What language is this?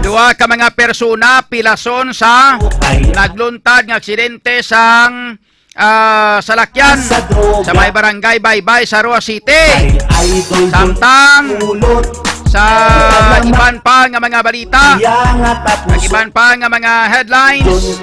Hiligaynon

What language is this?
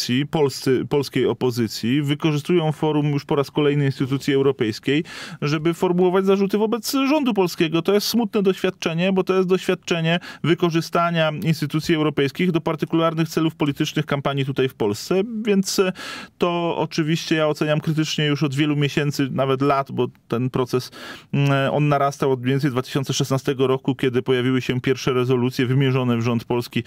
Polish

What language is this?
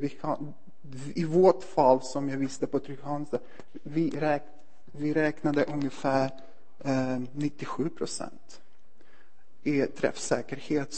Swedish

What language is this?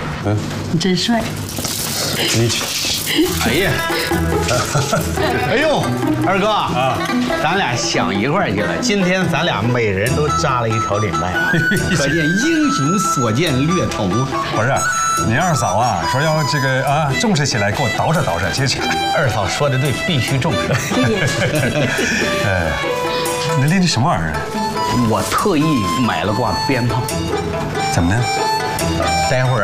Chinese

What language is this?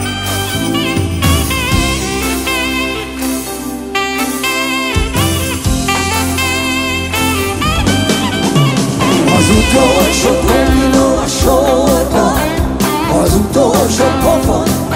Hungarian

